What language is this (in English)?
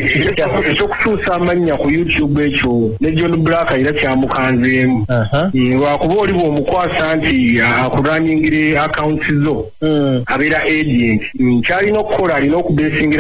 Ganda